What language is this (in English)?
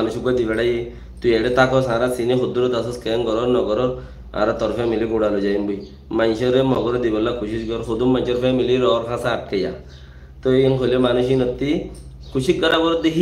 Rohingya